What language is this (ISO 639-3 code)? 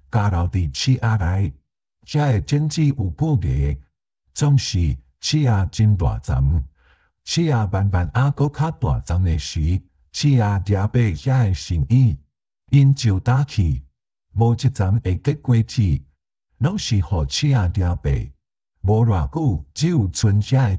nan